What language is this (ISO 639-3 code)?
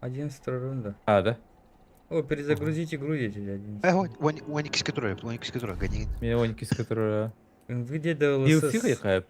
sah